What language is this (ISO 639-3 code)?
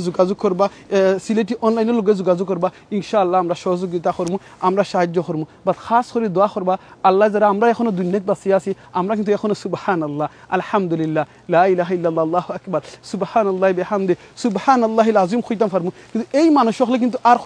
syl